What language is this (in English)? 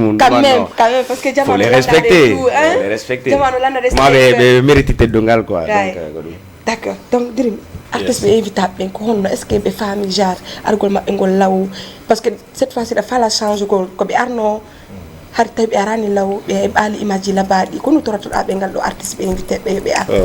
Fula